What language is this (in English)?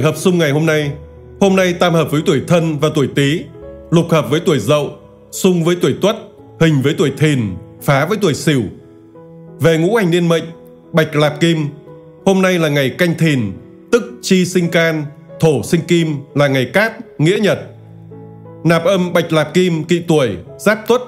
Vietnamese